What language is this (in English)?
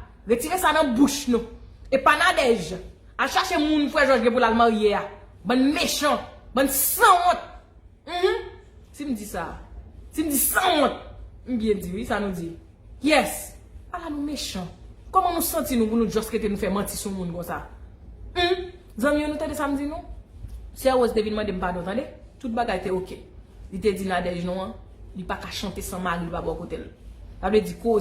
Haitian Creole